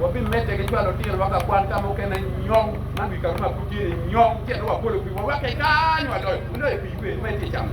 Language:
Acoli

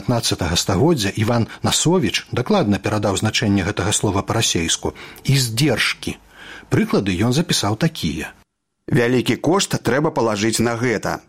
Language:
Belarusian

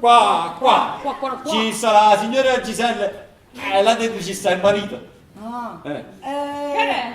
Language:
Neapolitan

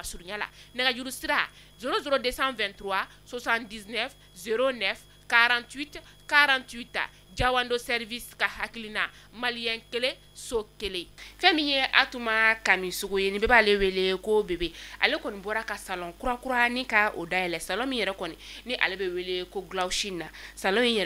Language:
Bambara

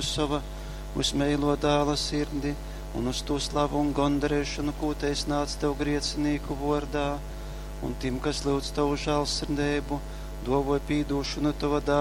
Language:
Latgalian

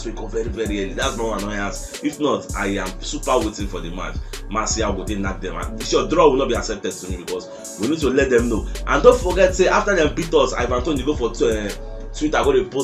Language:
Nigerian Pidgin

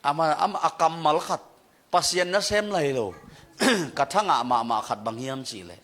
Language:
Tedim Chin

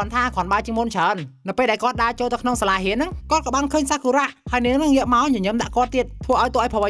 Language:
Khmer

